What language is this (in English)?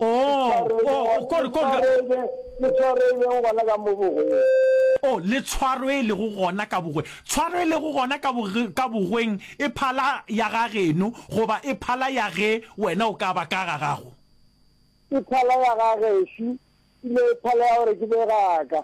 Northern Sotho